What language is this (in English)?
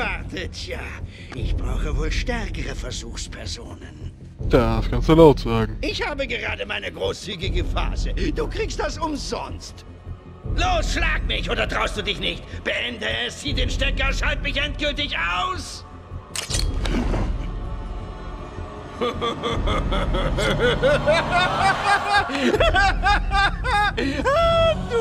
German